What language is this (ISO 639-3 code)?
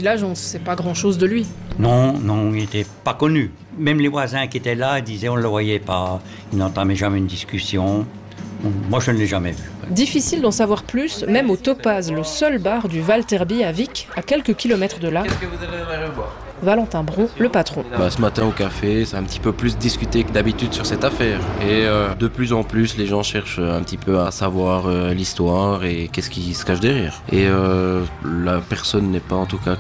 fra